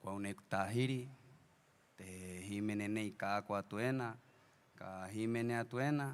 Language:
Rapanui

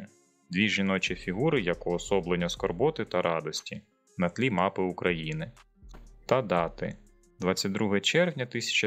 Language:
Ukrainian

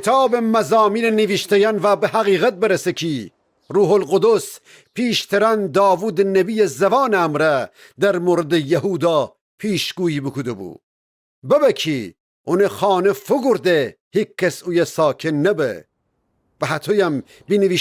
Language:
Gilaki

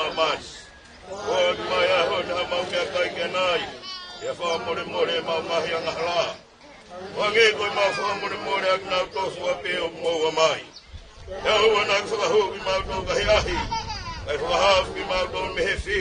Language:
Tongan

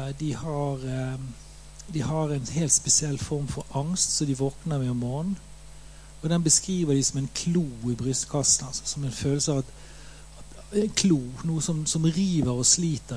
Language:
Norwegian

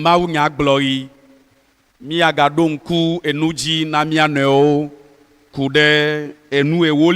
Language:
Ewe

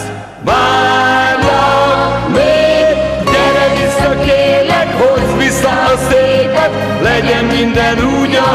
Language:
Hungarian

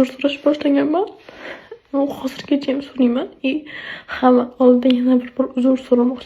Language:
Uzbek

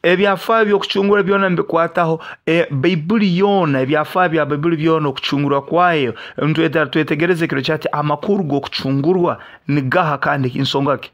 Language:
Nyoro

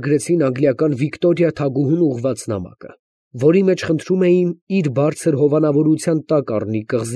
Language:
Armenian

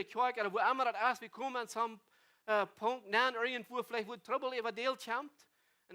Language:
Plautdietsch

